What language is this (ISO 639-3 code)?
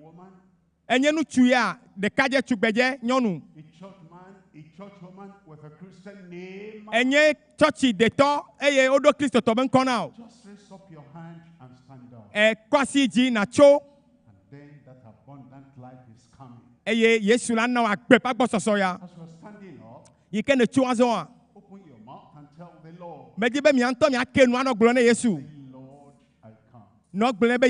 ewe